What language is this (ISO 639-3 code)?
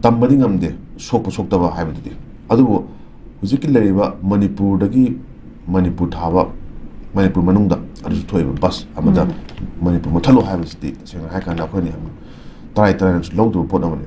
mni